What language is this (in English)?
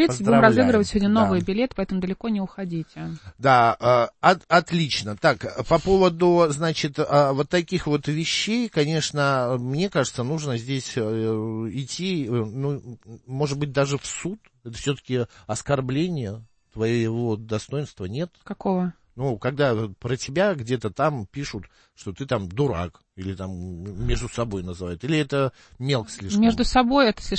Russian